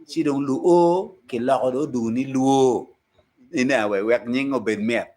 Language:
Acoli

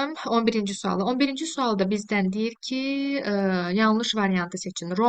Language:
Azerbaijani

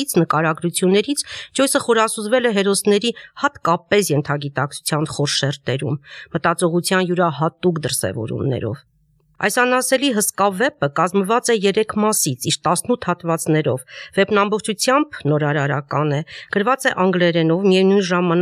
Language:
Armenian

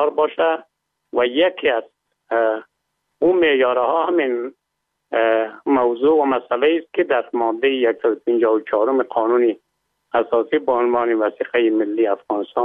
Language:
Persian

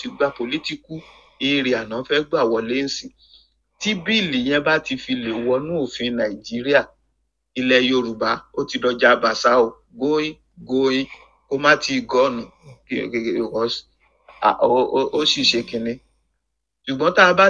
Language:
Yoruba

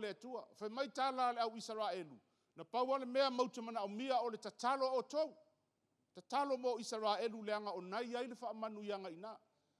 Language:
Samoan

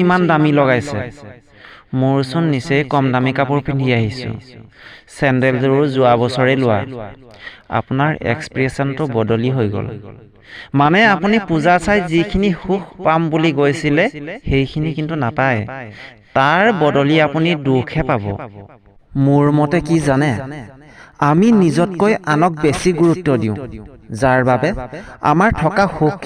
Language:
Assamese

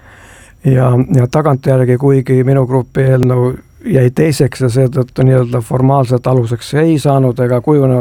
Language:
Estonian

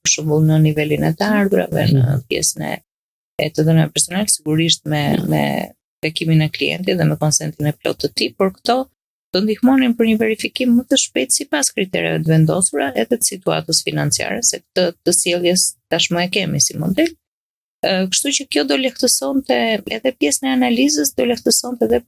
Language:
Albanian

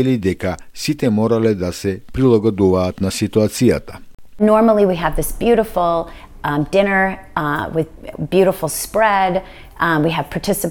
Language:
Macedonian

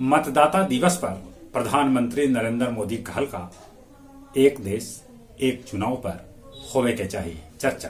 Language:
Magahi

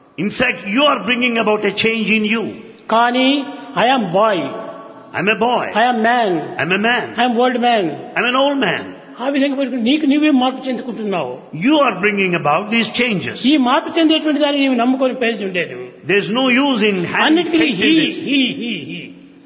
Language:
Telugu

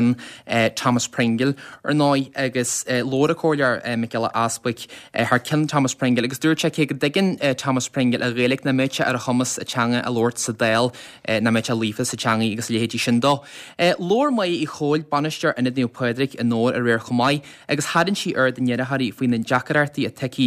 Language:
Irish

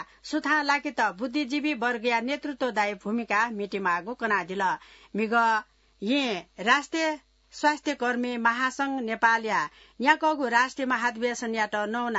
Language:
Newari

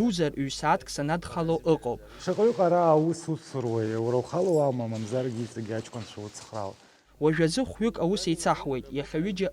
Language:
Abkhazian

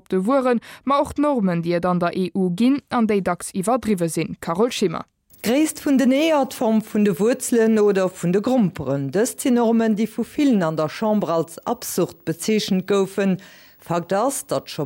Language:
Luxembourgish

